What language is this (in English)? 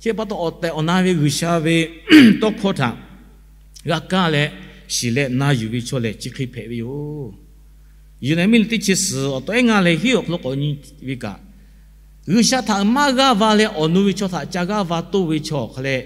Lahu